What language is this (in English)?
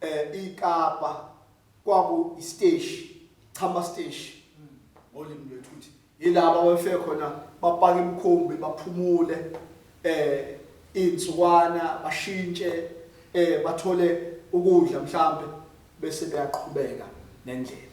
Zulu